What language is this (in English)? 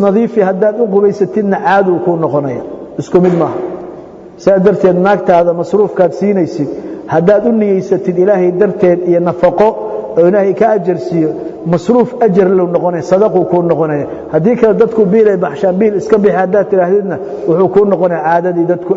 Somali